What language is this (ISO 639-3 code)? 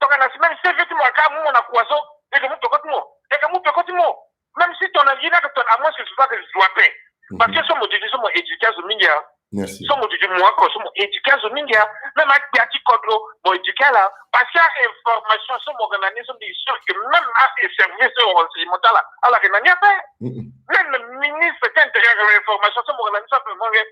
sag